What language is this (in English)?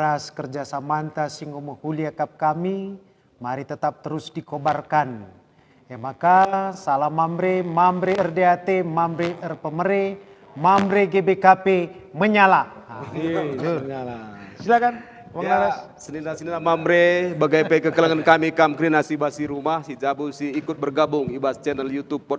Batak Karo